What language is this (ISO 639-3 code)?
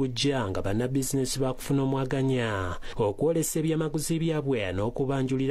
lug